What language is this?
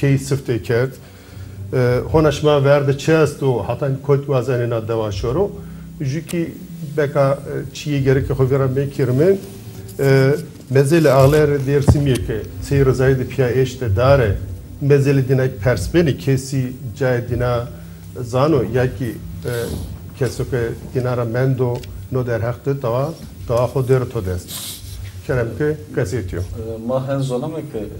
Zaza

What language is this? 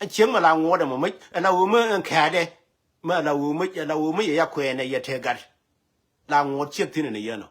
Nuer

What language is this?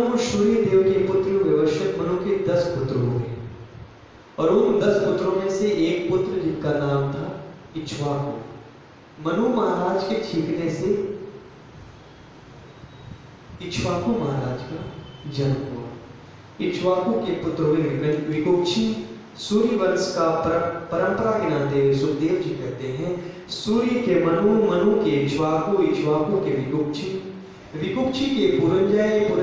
Hindi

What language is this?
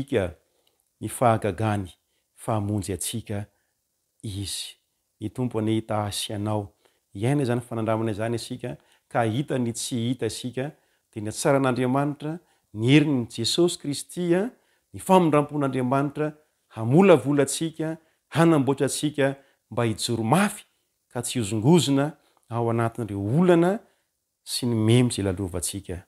Malagasy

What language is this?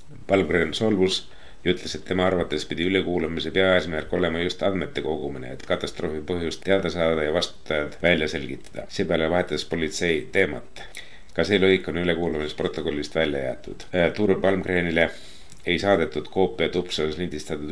Estonian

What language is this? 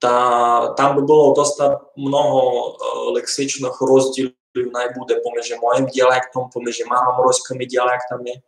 Rusyn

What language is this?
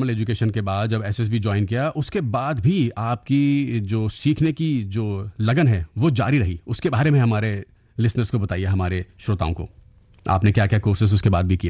Hindi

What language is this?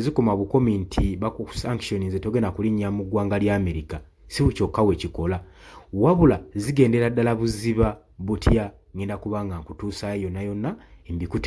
Ganda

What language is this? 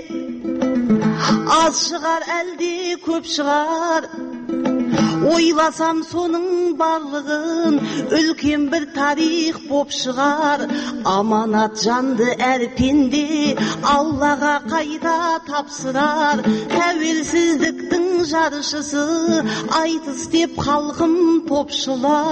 Kazakh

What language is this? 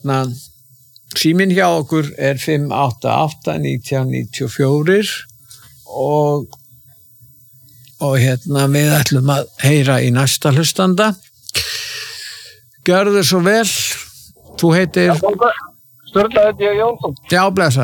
Icelandic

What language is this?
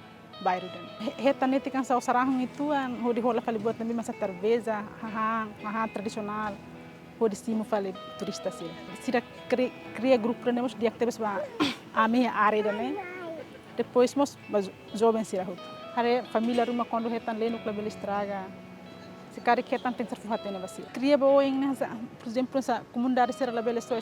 Tetum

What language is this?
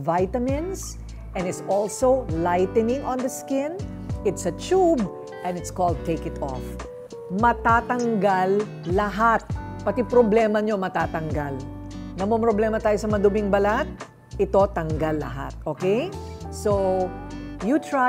Filipino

